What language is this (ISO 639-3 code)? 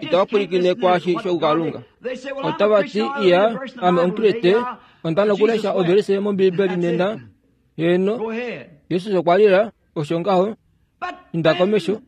kua